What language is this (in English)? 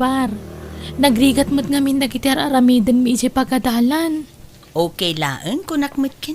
Iloko